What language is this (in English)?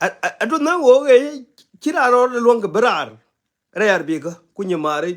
Nuer